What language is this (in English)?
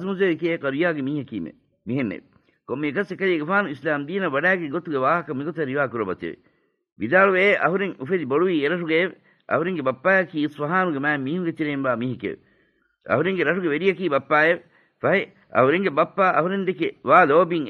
Divehi